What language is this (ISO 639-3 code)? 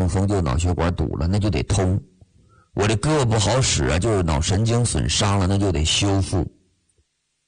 zho